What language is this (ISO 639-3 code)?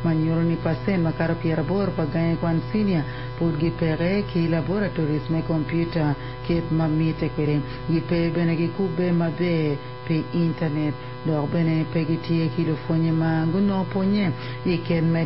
ach